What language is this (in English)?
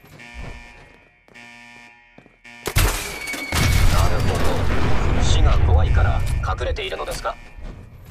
Japanese